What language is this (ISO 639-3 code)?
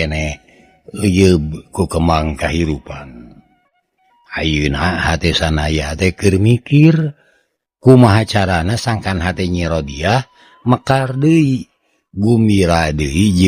sun